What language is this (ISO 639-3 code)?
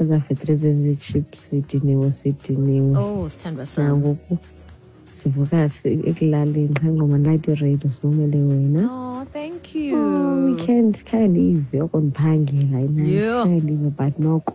xho